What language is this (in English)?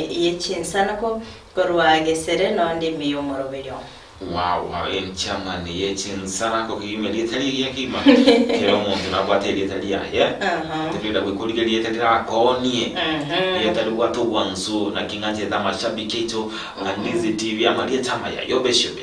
Gusii